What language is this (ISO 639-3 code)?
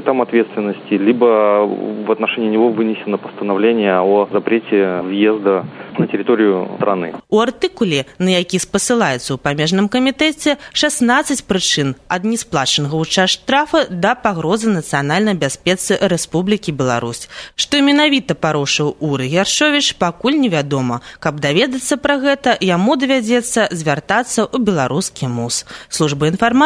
bel